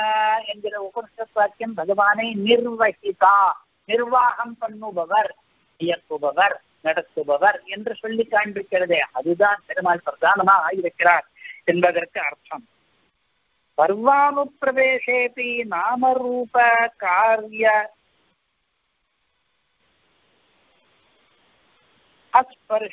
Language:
Tamil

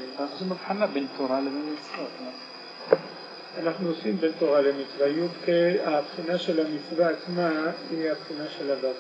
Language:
Hebrew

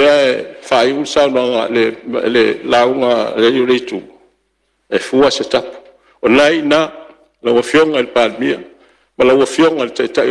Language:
Samoan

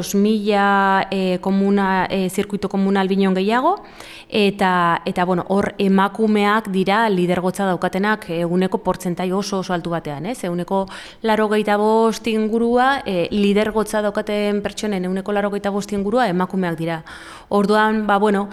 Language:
Basque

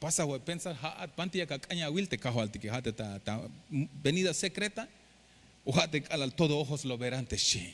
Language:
Tzeltal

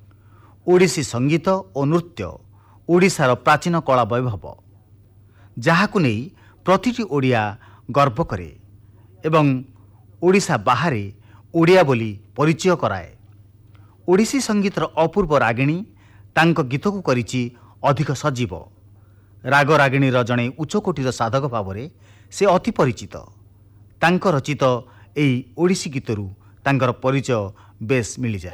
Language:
Odia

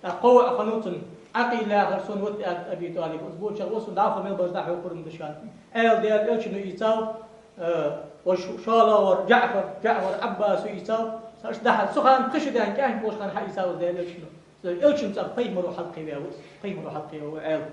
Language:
Ingush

